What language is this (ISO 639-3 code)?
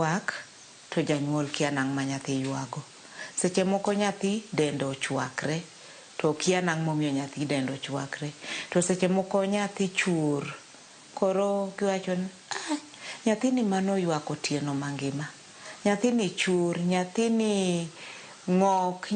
luo